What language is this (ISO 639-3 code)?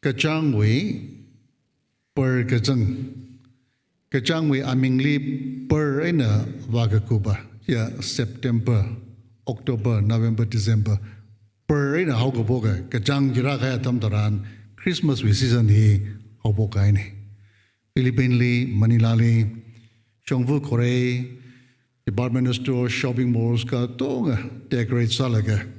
nmf